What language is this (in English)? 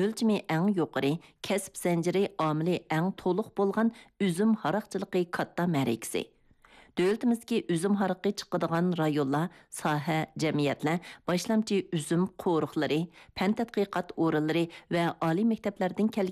Uyghur